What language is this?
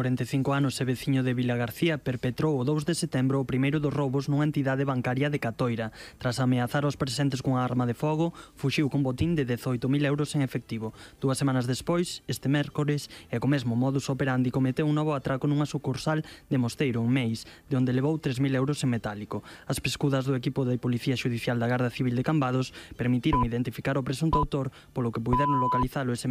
Galician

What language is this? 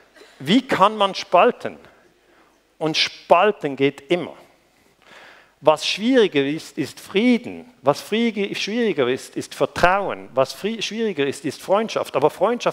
German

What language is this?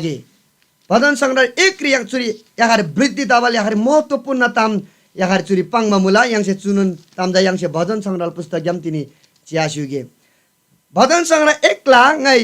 Eastern Tamang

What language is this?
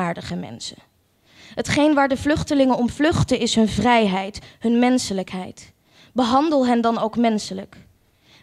Dutch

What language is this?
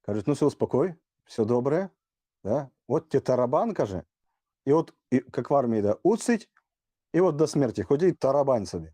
Rusyn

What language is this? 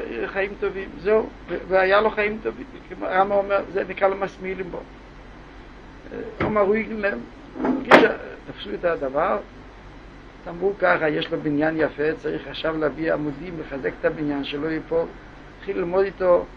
Hebrew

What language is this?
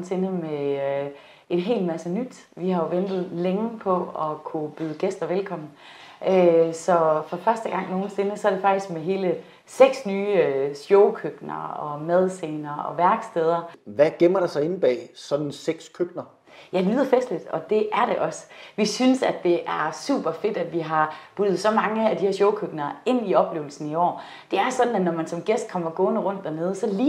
Danish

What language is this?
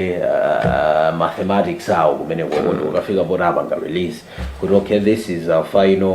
Nyanja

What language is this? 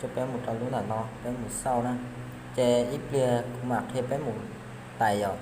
Hmong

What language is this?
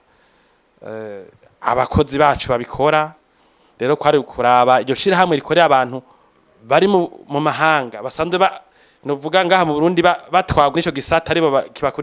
Rundi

